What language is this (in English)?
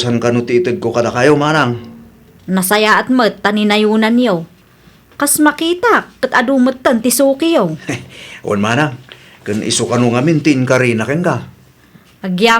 Iloko